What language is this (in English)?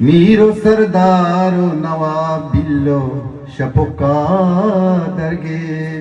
Eastern Balochi